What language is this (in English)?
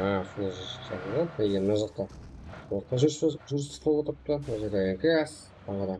Kara-Kalpak